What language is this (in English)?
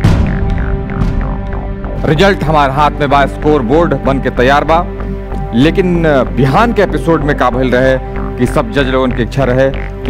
Bhojpuri